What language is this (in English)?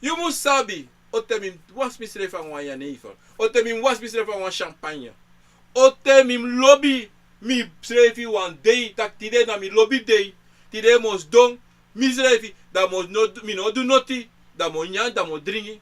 Sranan Tongo